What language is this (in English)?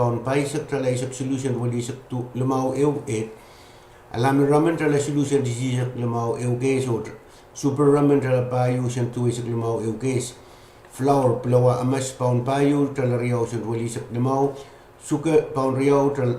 Pohnpeian